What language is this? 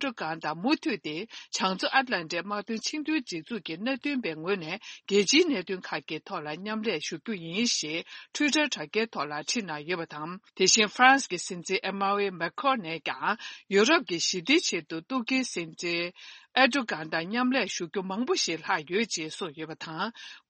Tibetan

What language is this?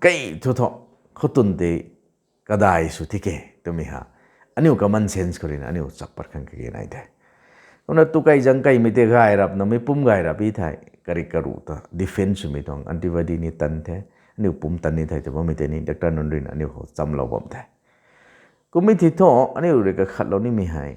Rongmei Naga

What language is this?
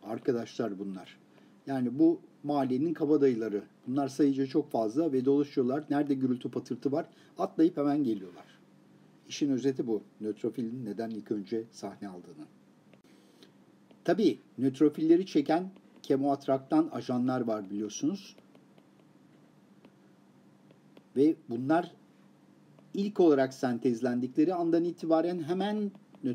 Turkish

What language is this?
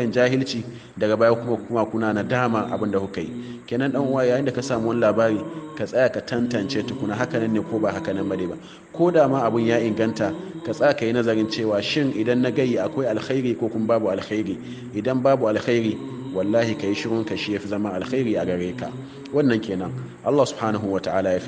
Hausa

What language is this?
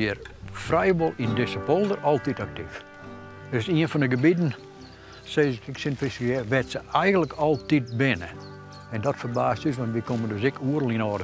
Western Frisian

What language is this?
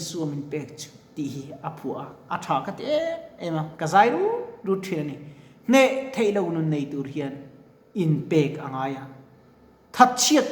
Mizo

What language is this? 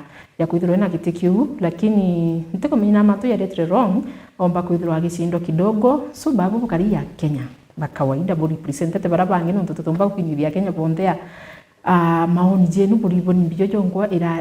Meru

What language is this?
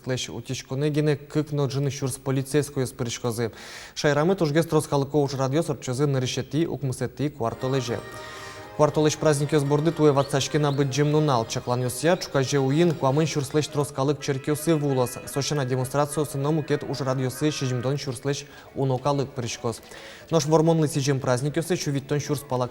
Udmurt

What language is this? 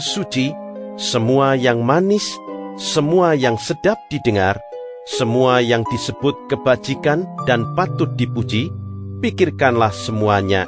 Indonesian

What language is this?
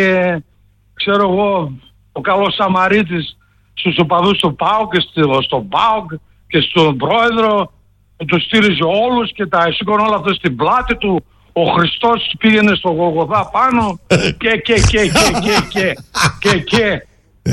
Greek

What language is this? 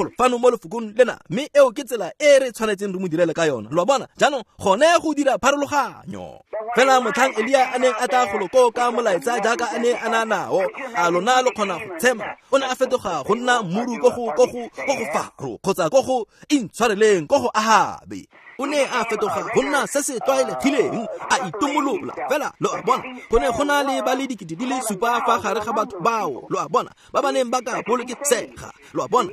Tswana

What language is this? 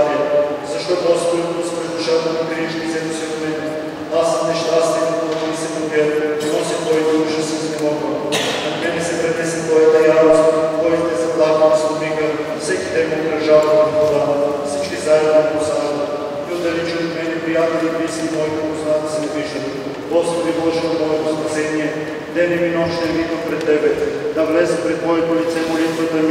Bulgarian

